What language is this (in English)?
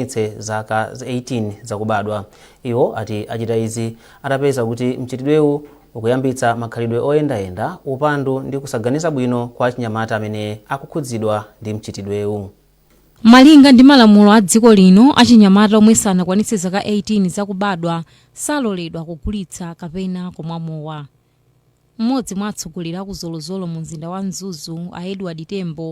Nyanja